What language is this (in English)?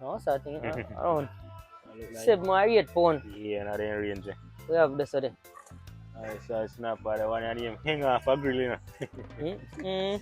Jamaican Creole English